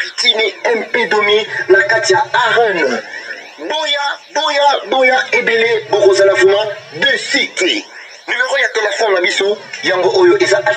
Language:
Lingala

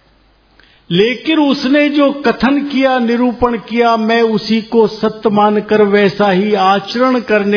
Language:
Hindi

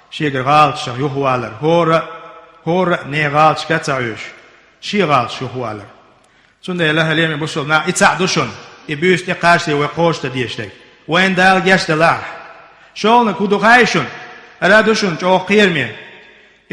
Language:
Chechen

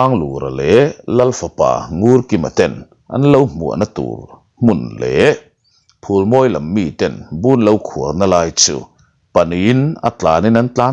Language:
Mizo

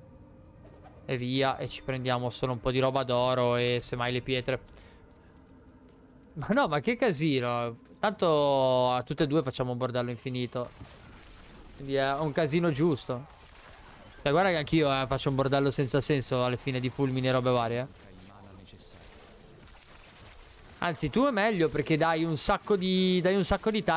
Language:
Italian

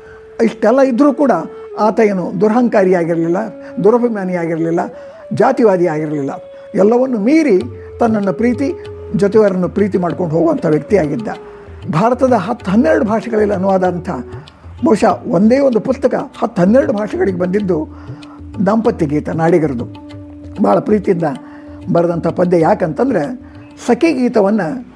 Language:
Kannada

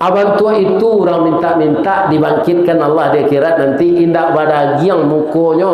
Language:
Minangkabau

